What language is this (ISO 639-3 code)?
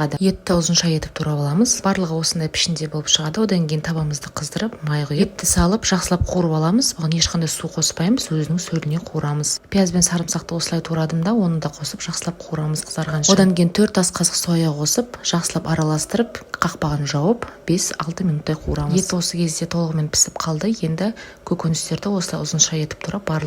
kaz